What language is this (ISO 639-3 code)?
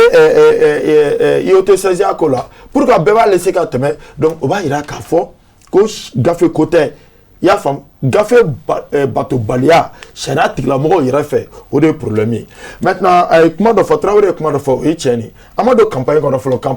bam